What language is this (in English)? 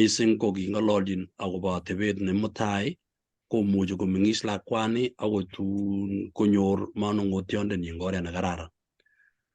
Kalenjin